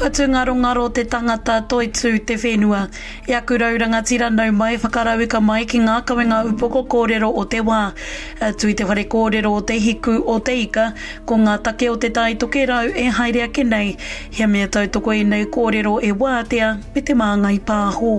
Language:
Māori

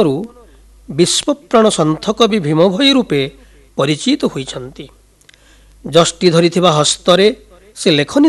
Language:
Odia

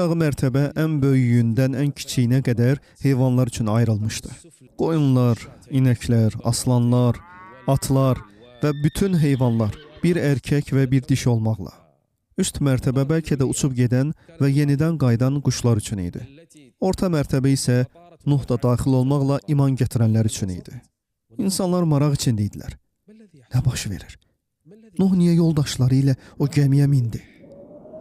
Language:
Azerbaijani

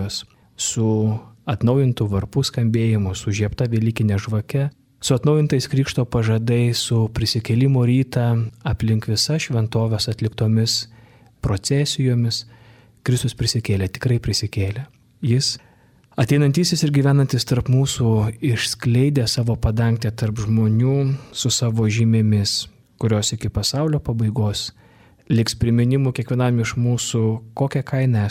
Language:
Lithuanian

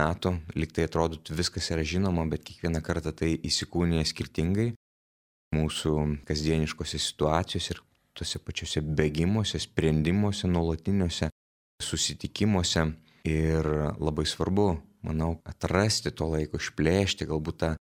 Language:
Lithuanian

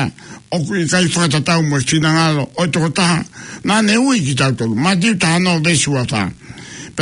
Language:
Tongan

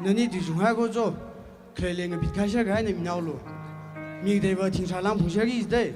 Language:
Tangkhul Naga (India)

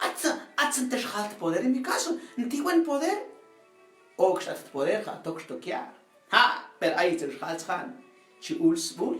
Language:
Mam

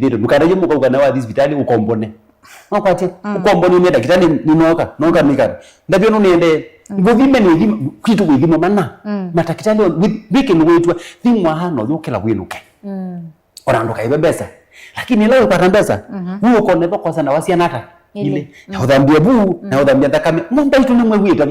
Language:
Kamba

